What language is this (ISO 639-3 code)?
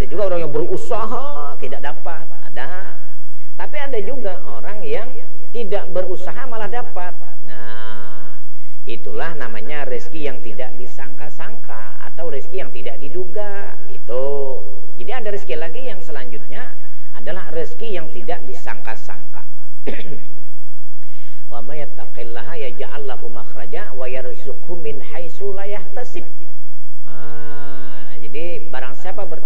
ind